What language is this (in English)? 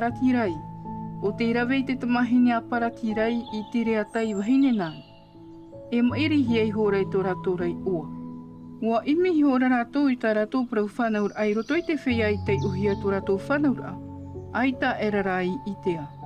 Tahitian